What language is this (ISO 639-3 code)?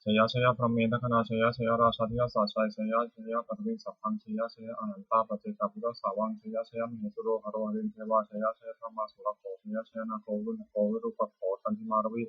pli